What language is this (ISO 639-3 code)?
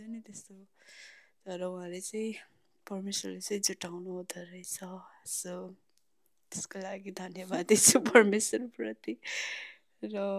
nep